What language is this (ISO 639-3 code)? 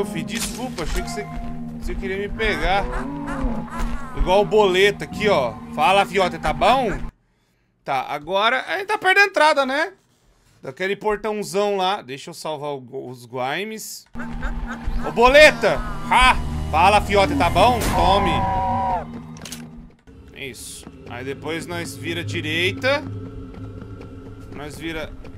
por